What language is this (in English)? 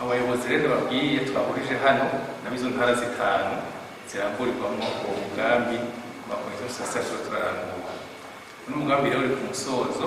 Rundi